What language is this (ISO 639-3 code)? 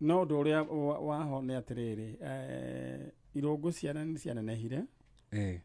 kik